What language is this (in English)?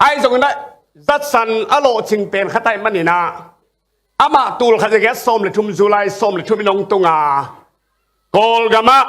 Tedim Chin